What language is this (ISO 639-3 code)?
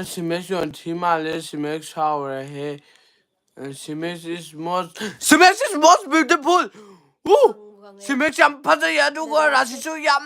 mni